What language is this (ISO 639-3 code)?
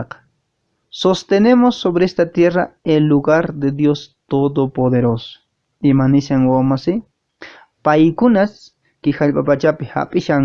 que